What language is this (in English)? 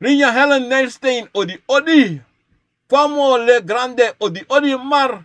Sranan Tongo